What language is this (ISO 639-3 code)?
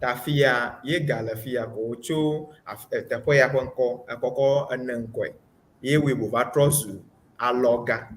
ewe